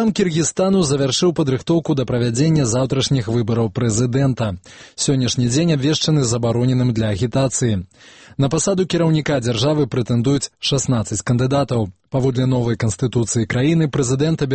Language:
Belarusian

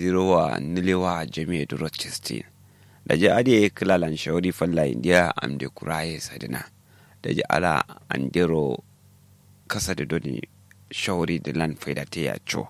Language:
Kanuri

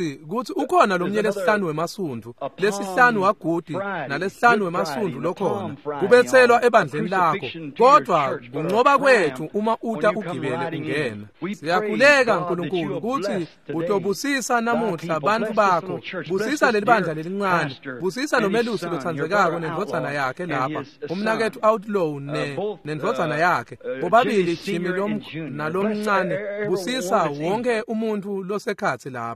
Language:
Swati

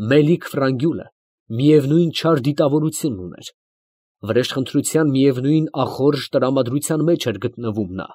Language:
Armenian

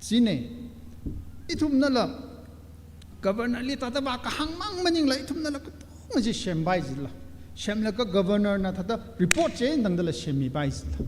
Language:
Tangkhul Naga (India)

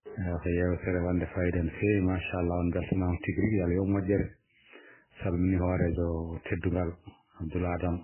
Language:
Fula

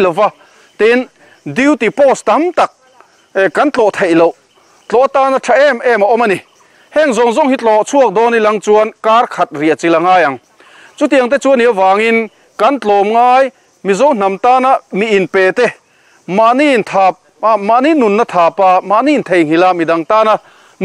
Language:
Mizo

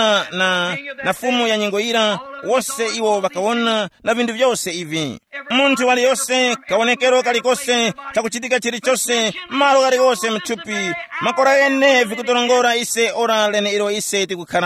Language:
Tumbuka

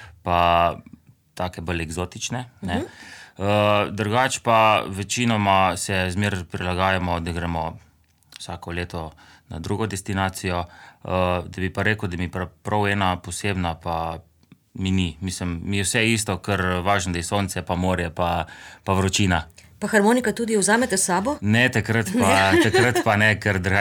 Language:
Slovenian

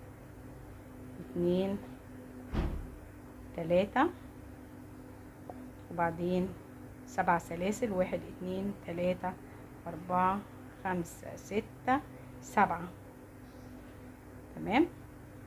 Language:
Egyptian Arabic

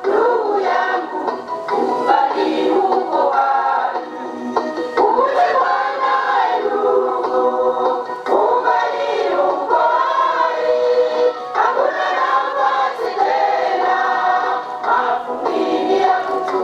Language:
Gusii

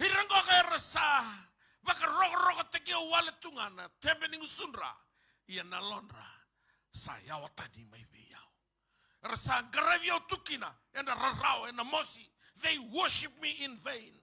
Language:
Fijian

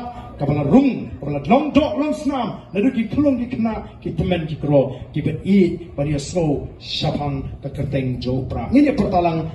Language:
Khasi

